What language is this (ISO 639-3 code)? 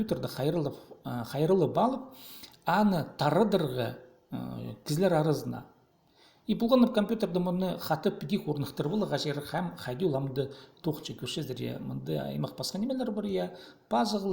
kjh